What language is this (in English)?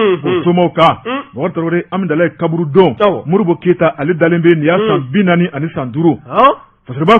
Bambara